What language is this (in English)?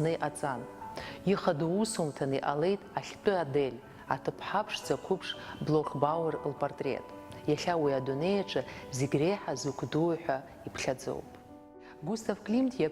Abkhazian